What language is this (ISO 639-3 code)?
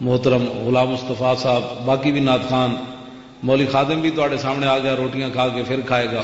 lah